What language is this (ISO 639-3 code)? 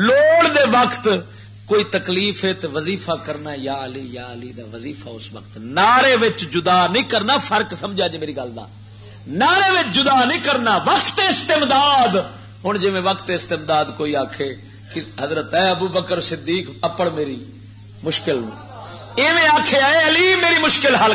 lah